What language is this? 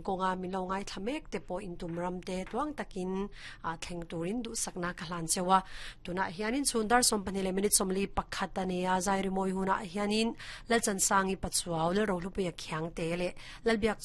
Mizo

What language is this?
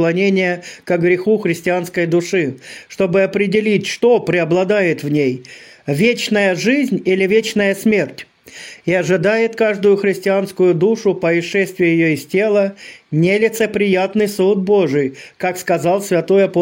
Russian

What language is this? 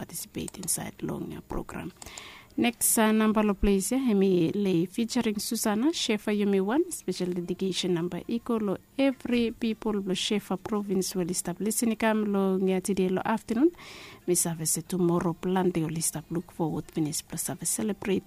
Bislama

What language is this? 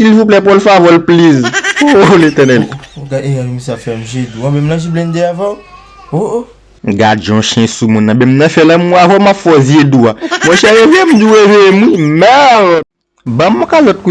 Haitian Creole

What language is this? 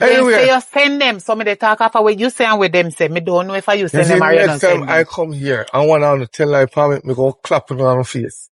Jamaican Creole English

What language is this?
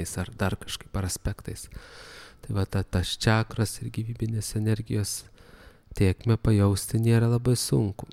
Lithuanian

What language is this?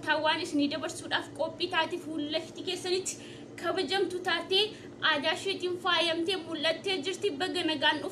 Oromo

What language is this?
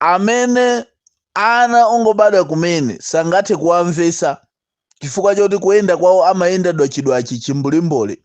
Nyanja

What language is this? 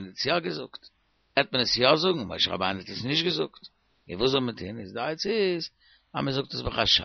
Yiddish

